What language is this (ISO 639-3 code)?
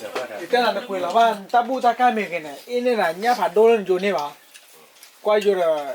ksw